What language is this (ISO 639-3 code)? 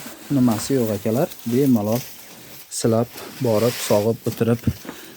uzb